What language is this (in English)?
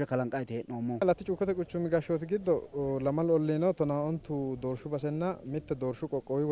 Sidamo